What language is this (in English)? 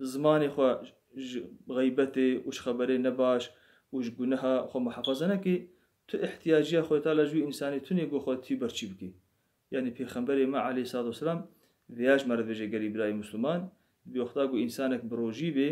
Kurdish